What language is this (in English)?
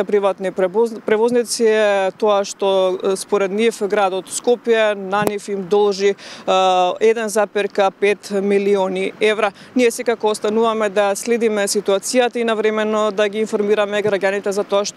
Macedonian